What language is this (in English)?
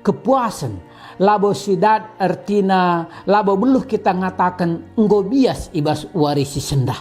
Batak Karo